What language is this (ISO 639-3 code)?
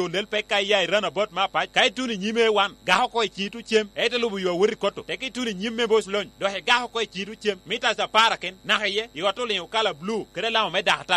laj